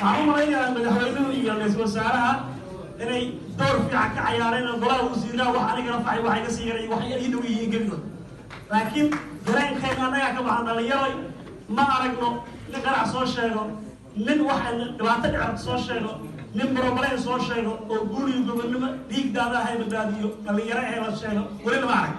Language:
Somali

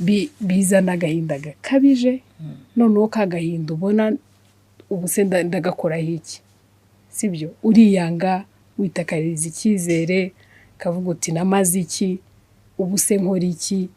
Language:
Kinyarwanda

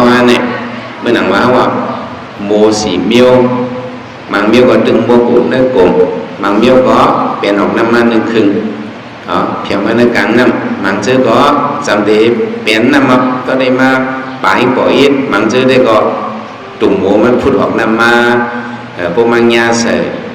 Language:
Shan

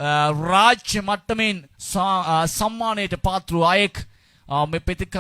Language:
Sinhala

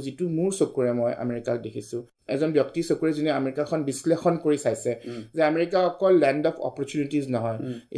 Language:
Assamese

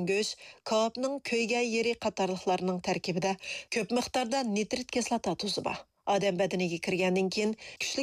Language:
Uyghur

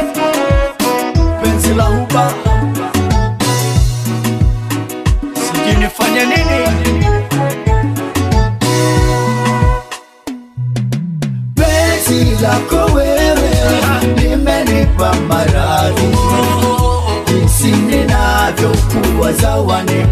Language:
Swahili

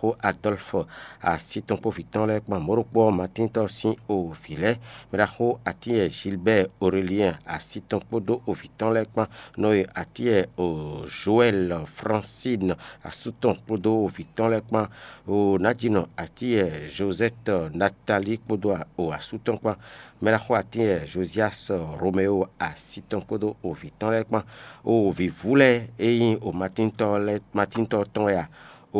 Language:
Fon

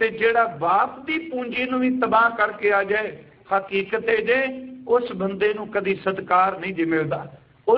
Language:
Punjabi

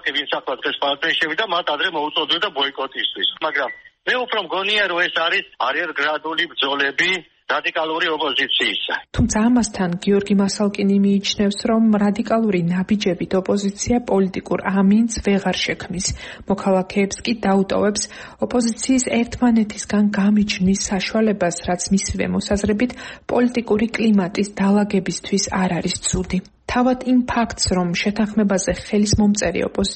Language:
Georgian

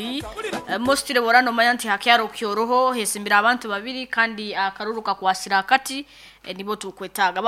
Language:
Nyankole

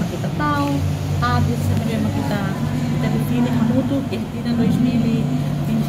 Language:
Tetum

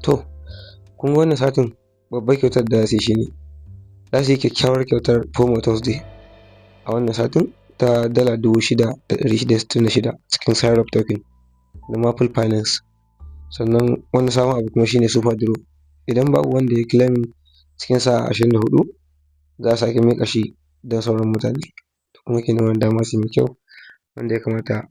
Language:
Hausa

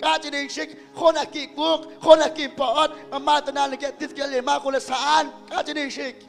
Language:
Kekchí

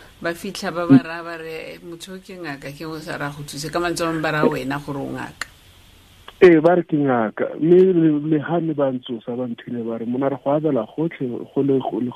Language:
Tswana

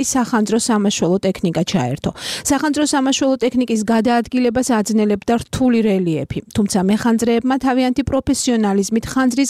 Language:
Georgian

